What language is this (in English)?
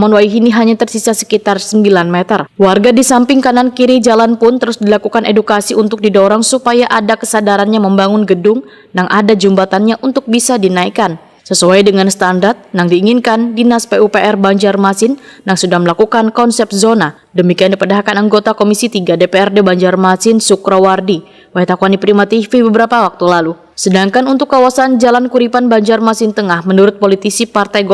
Banjar